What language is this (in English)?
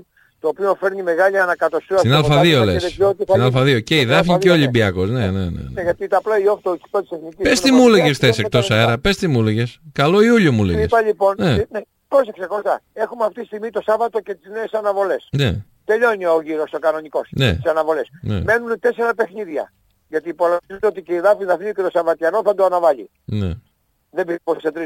Greek